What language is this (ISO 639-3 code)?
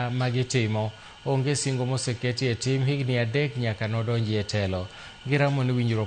luo